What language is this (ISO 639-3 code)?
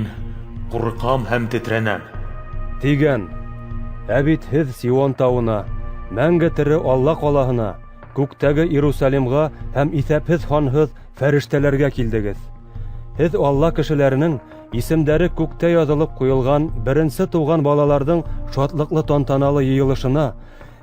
bak